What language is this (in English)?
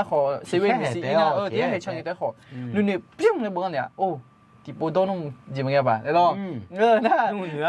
Akha